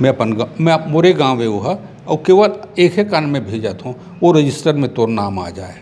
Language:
Chhattisgarhi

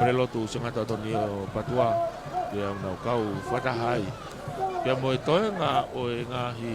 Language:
Tongan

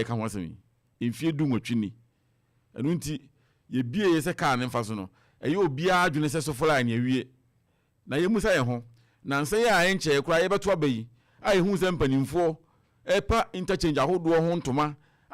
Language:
Akan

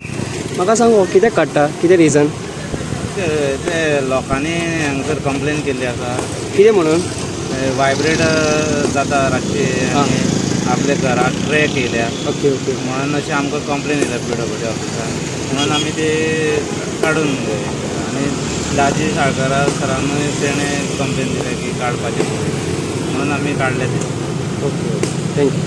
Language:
Konkani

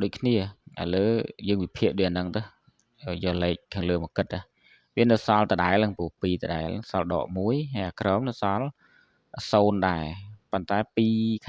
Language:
Khmer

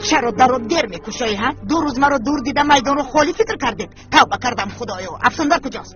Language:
Tajik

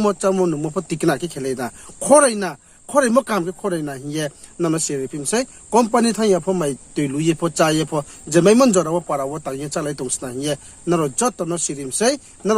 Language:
Riang (India)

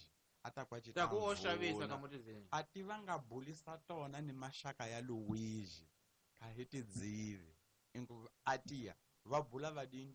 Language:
Tsonga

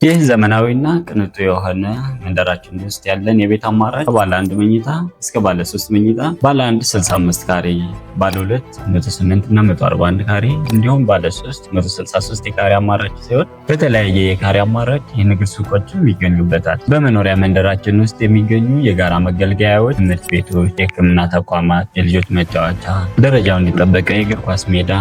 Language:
Amharic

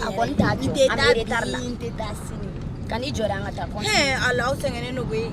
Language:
Bambara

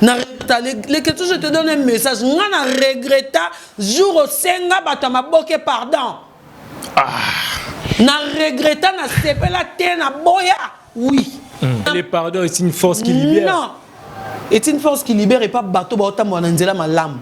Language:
Lingala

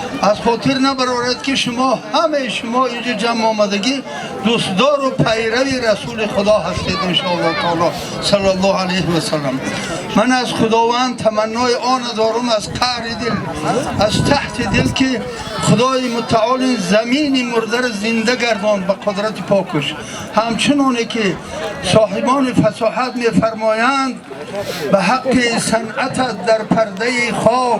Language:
Tajik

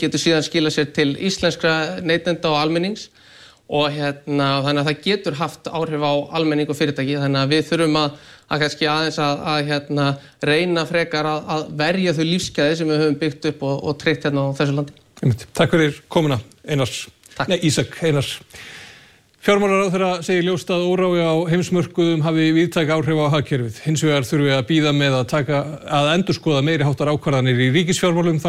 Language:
Icelandic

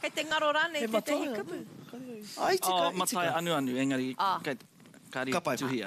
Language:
Māori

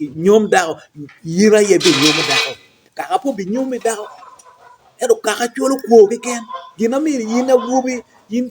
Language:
Acoli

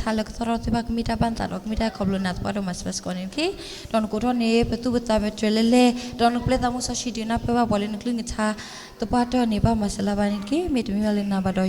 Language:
S'gaw Karen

